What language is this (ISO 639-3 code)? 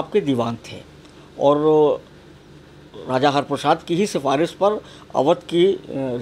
hin